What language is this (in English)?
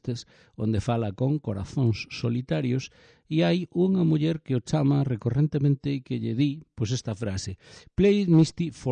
Galician